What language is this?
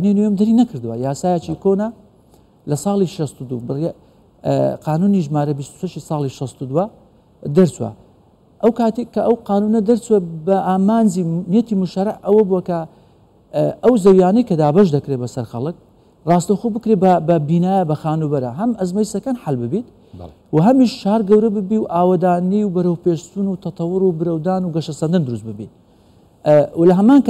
Central Kurdish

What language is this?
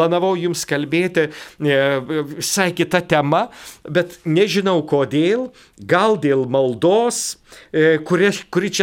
Lithuanian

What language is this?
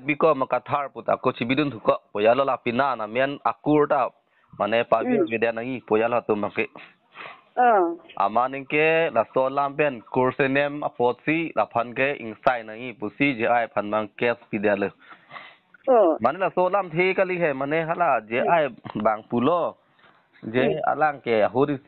Karbi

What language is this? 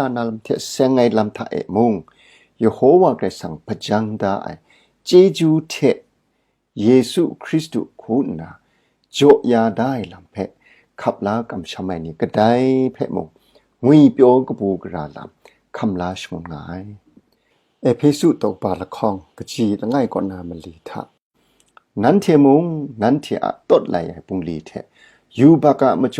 Kachin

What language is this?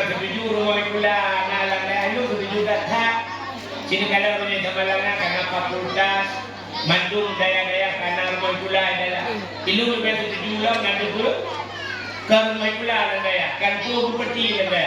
Achinese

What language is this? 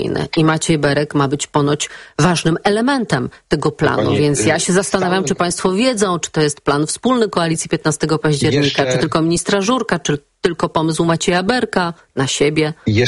Polish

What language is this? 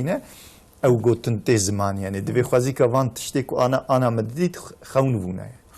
Kurdish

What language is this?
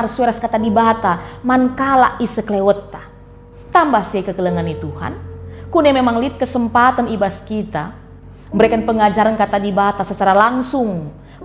Batak Karo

